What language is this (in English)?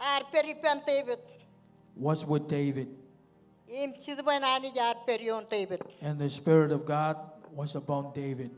Marshallese